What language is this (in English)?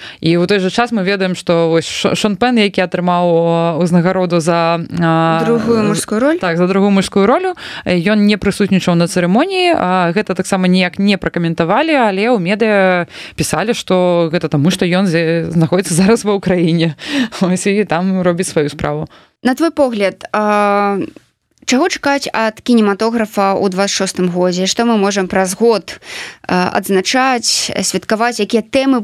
Belarusian